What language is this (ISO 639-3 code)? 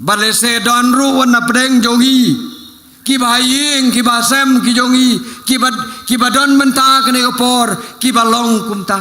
kha